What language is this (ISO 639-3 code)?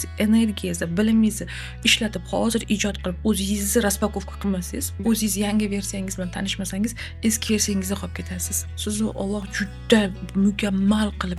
uzb